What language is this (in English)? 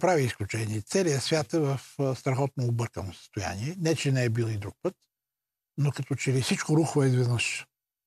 Bulgarian